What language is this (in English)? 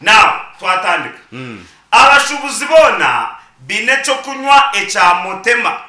Nyankole